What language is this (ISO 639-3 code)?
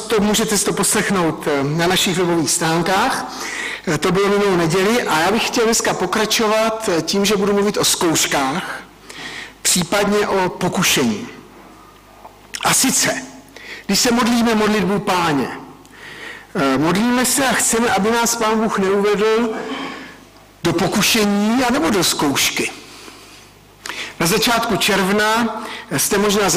ces